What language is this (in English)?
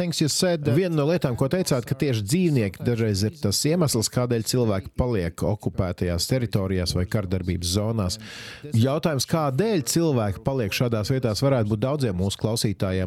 Latvian